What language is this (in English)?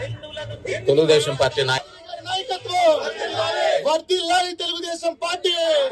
Telugu